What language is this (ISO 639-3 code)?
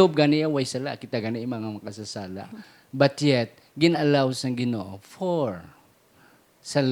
hil